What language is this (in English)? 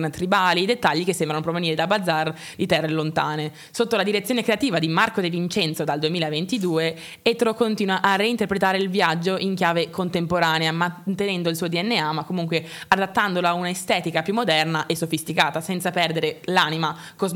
Italian